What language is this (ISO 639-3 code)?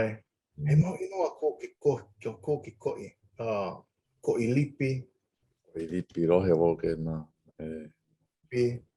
haw